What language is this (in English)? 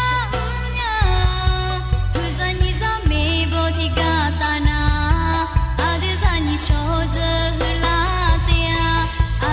Akha